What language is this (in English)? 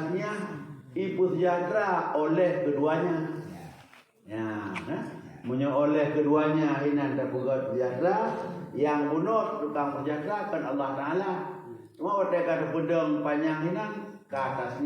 Achinese